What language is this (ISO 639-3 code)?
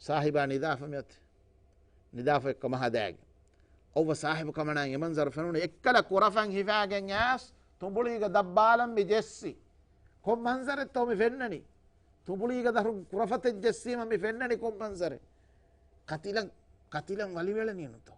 div